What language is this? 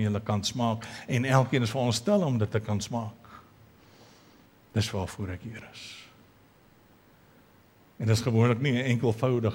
Afrikaans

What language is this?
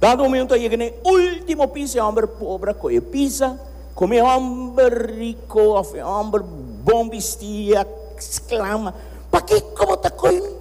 Papiamento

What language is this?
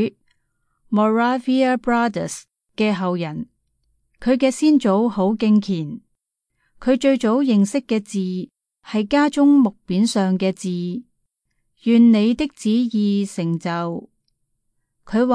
Cantonese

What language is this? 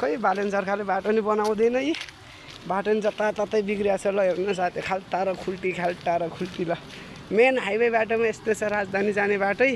Nepali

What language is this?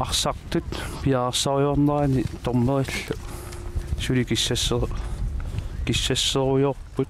Kalaallisut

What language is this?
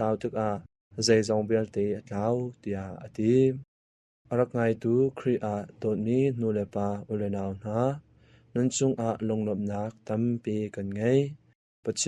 Hakha Chin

